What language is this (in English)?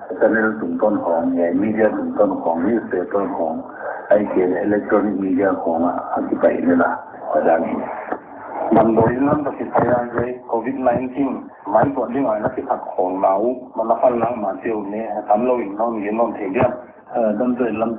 Paite Chin